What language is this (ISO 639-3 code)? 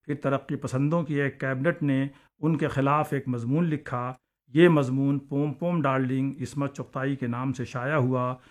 urd